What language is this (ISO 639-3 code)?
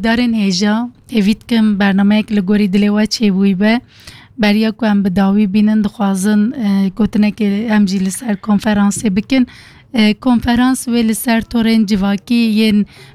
kur